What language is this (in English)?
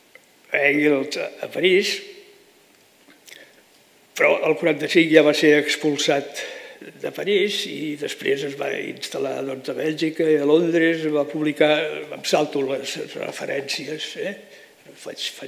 Catalan